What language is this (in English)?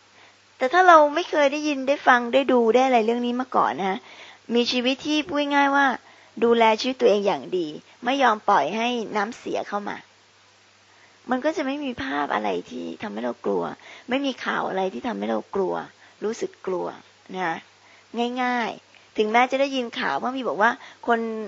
Thai